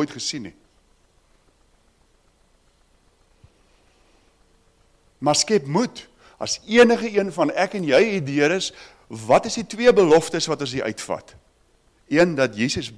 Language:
Afrikaans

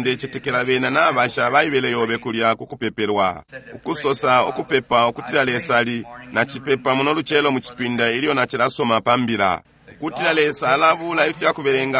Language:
Bemba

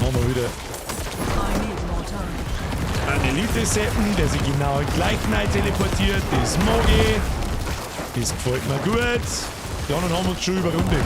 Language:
Bavarian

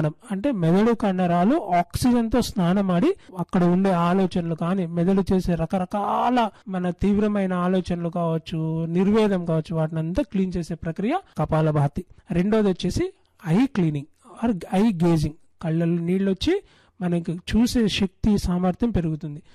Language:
Telugu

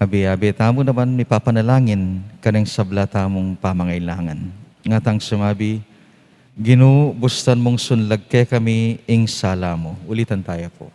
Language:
Pampanga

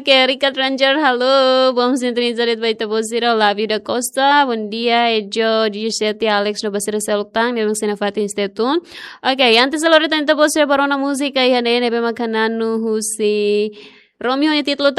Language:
Tetum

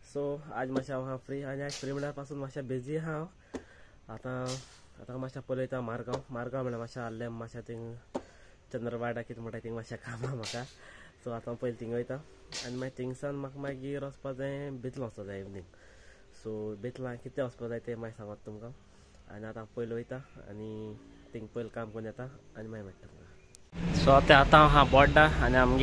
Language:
Konkani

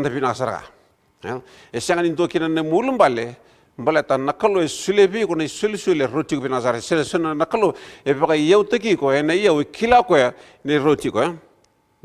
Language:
Fijian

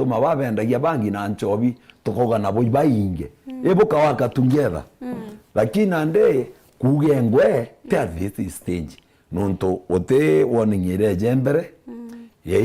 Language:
Meru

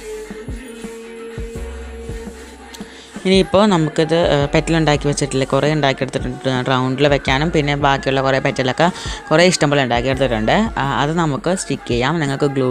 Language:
Malayalam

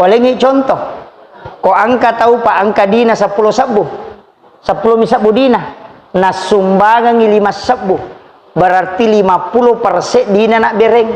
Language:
Buginese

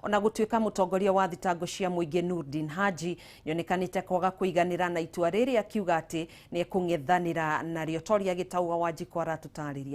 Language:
Kikuyu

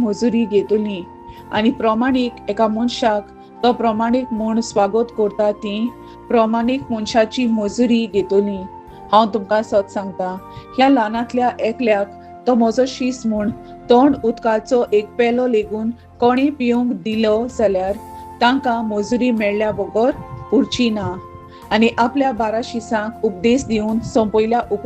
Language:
Konkani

